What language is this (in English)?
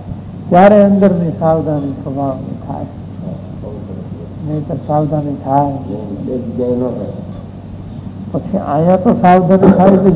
Gujarati